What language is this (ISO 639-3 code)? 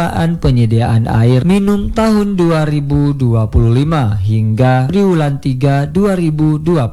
ind